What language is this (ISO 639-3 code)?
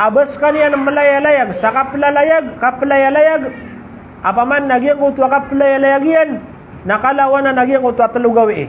mrw